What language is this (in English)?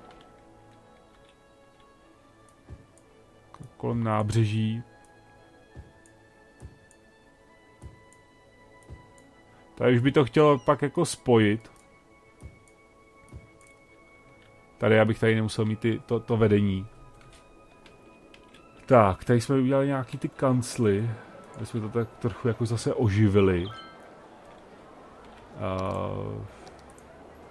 Czech